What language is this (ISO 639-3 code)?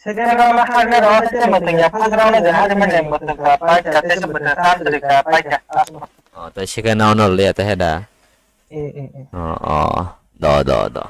trp